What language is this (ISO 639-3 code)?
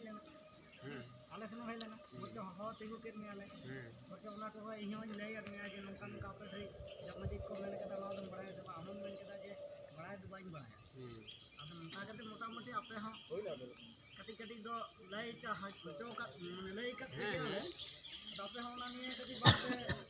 sat